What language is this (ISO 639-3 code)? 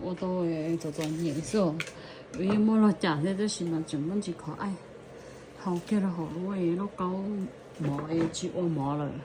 hmn